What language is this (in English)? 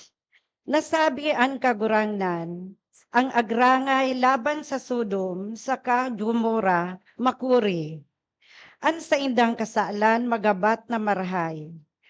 Bikol